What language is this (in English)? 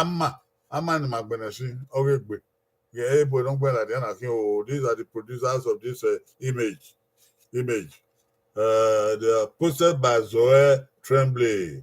Bini